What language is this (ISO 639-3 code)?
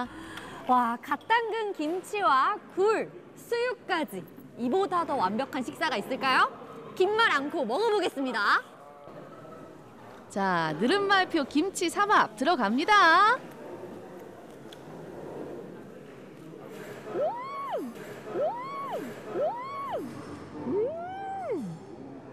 kor